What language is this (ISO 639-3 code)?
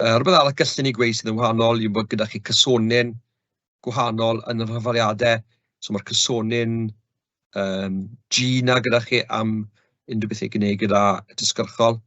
cym